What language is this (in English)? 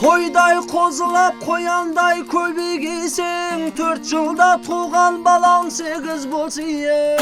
Kara-Kalpak